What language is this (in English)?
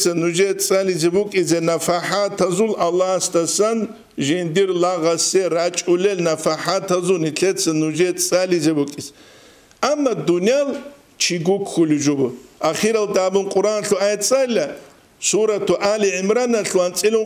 Avaric